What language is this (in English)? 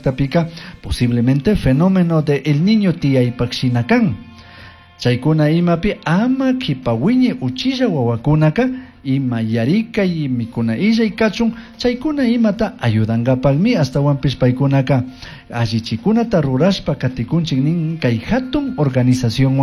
Chimborazo Highland Quichua